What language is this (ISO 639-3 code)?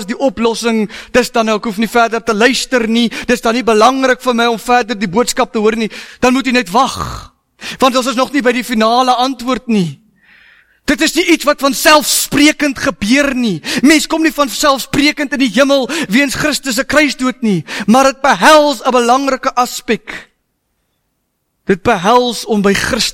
afr